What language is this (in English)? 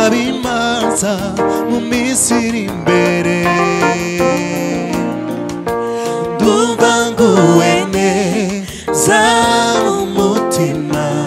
Kinyarwanda